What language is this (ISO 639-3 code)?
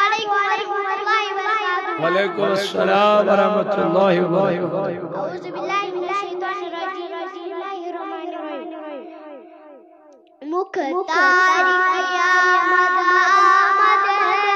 kas